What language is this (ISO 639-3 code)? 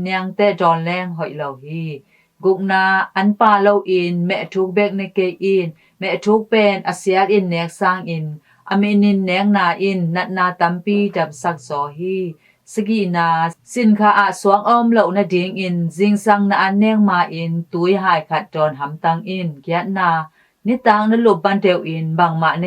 ctd